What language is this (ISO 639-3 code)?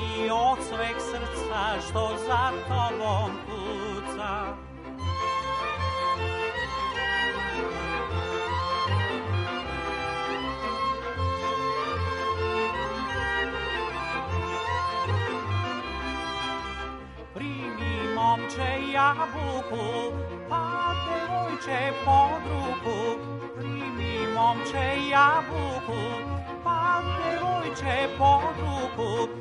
srp